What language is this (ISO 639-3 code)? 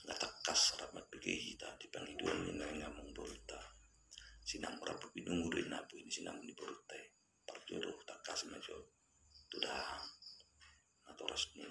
bbc